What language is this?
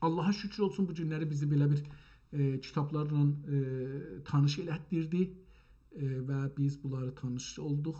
South Azerbaijani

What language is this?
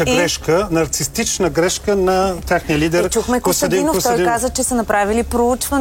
Bulgarian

